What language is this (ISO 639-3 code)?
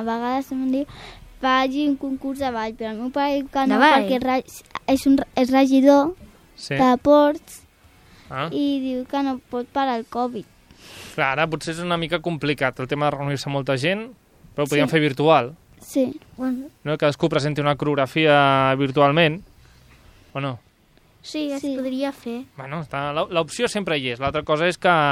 cat